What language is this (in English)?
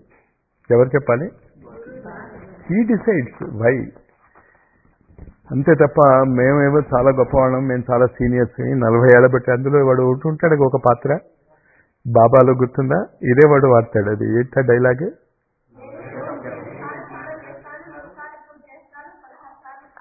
Telugu